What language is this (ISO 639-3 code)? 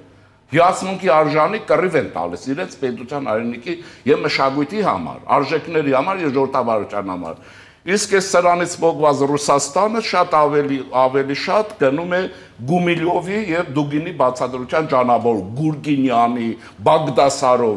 hye